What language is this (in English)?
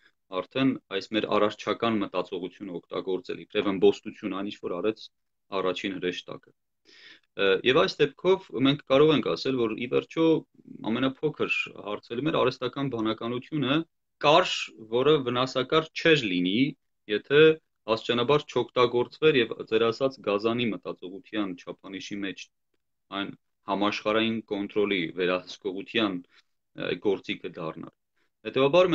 Armenian